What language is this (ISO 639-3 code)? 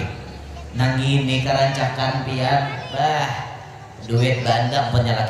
bjn